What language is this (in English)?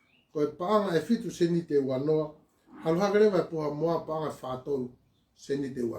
Tongan